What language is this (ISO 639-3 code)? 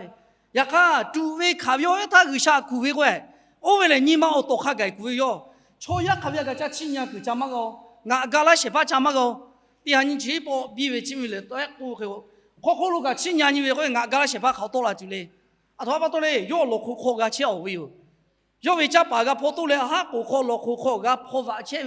lhu